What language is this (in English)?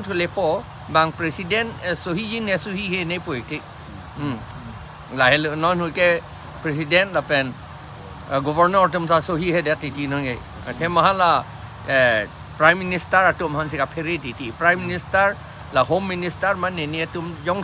Karbi